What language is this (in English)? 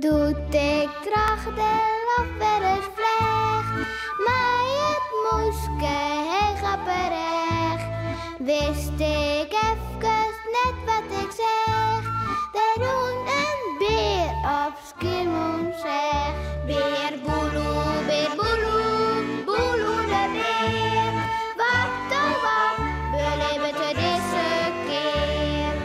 Western Frisian